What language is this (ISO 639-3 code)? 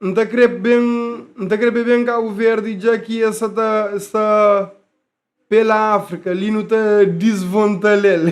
kea